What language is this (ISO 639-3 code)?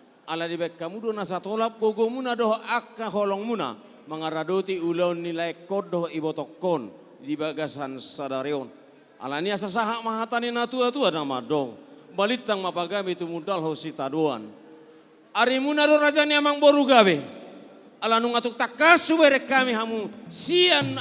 bbc